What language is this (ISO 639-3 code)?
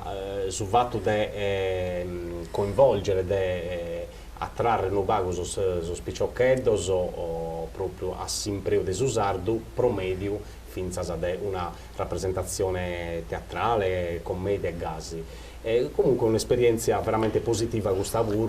srd